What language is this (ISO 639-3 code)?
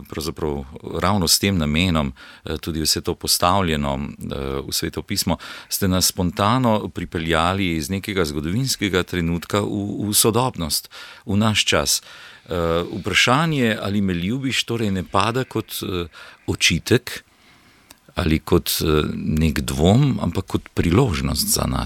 slv